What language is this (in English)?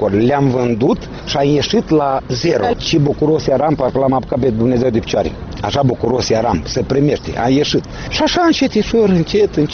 Romanian